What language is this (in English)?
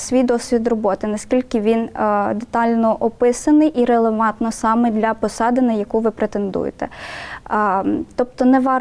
Ukrainian